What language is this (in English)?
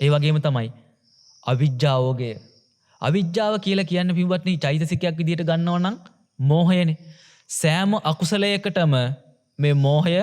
Sinhala